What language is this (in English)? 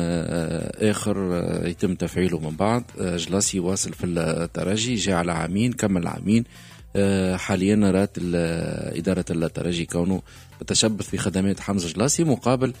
Tunisian Arabic